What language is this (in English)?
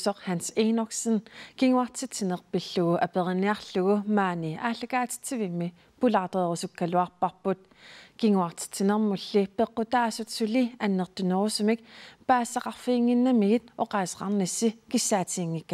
Kalaallisut